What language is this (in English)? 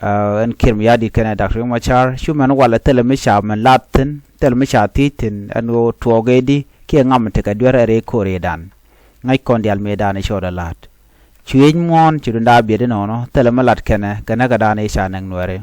Nuer